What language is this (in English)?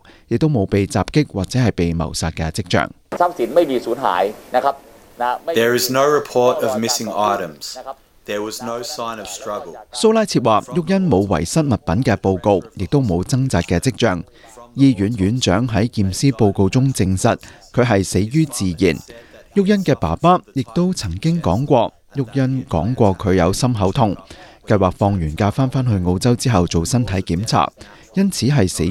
Cantonese